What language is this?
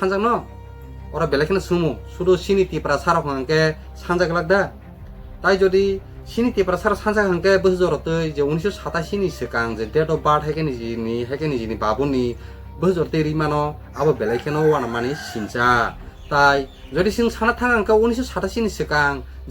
Kok Borok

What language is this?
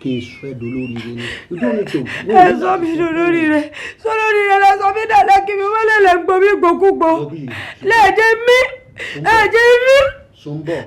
Yoruba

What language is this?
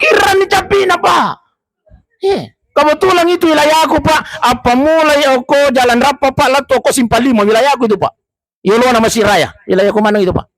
Buginese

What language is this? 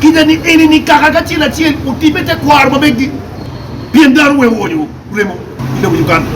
Acoli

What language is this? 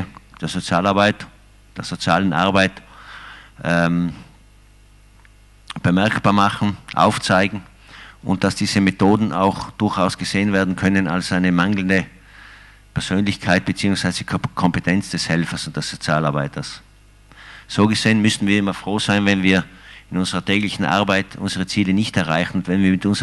German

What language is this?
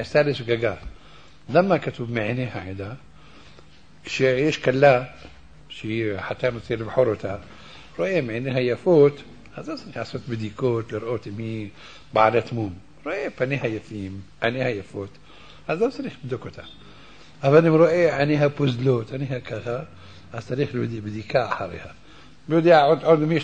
Hebrew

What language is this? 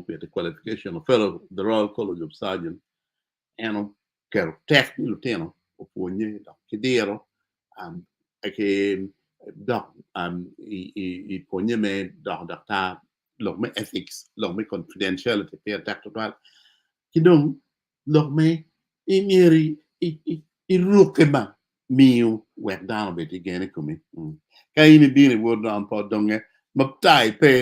Acoli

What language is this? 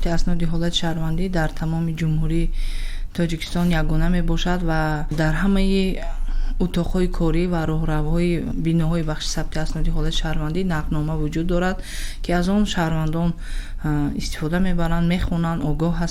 Tajik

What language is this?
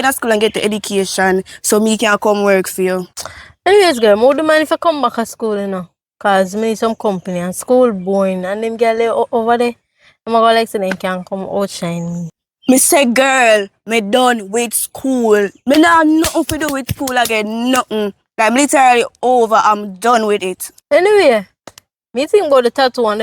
Jamaican Creole English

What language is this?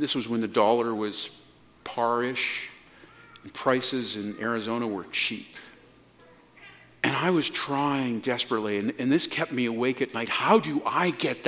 English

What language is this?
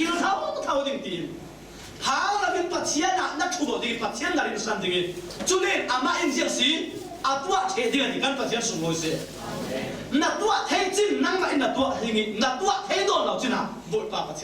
Falam Chin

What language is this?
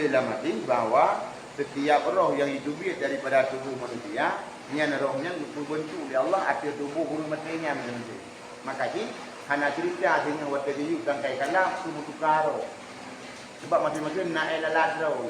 Achinese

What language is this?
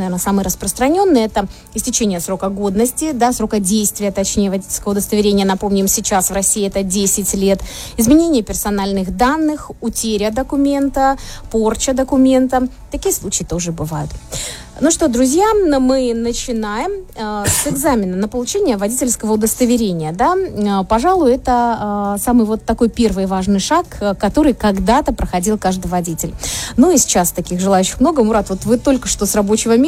Russian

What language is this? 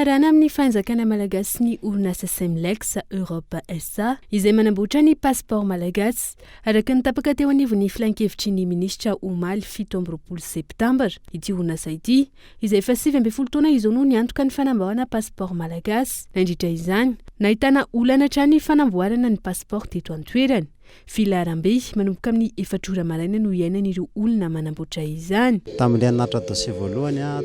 Malagasy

